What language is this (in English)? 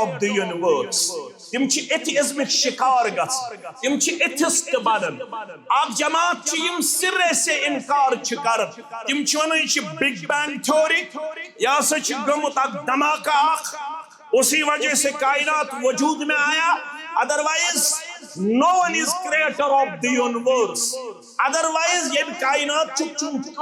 Kashmiri